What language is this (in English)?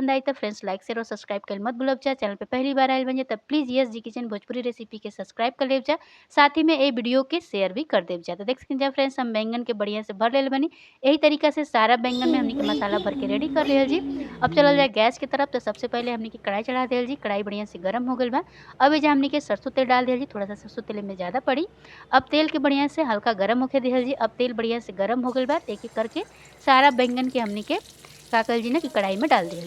Bhojpuri